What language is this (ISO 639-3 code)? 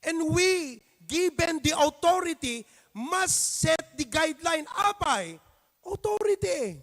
ilo